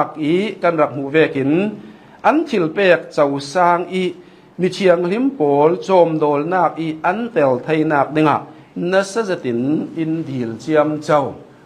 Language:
Hakha Chin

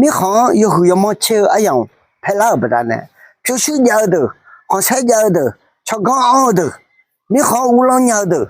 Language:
Akha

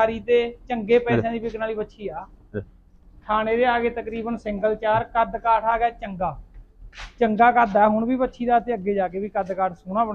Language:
Punjabi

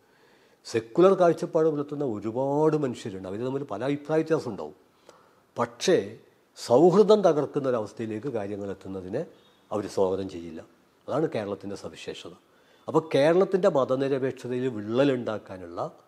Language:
Malayalam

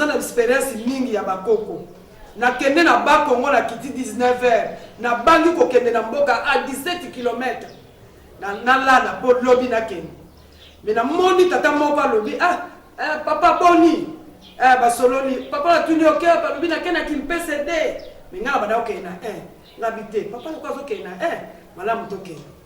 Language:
Lingala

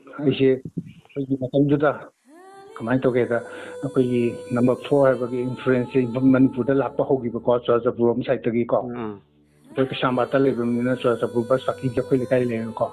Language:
Manipuri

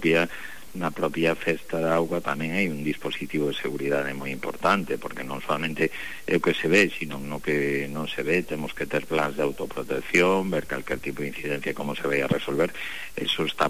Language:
Galician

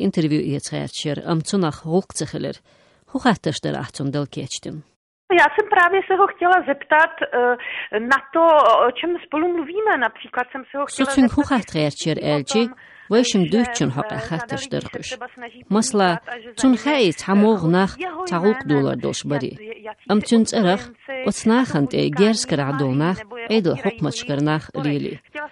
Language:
Chechen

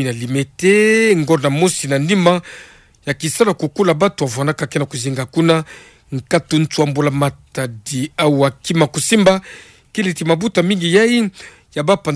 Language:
Kituba (Democratic Republic of Congo)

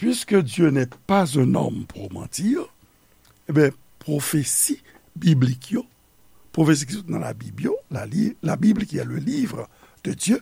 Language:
Haitian Creole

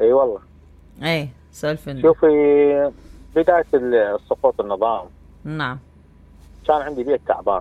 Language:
Mesopotamian Arabic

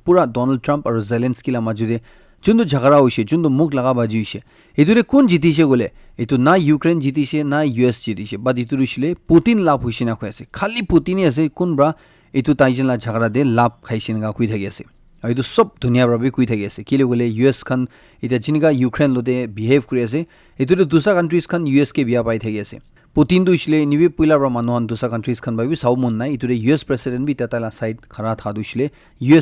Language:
Naga Pidgin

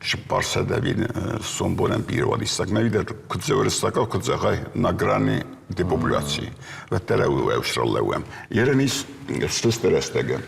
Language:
Ossetic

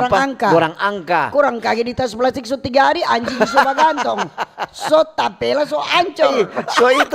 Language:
Manado Malay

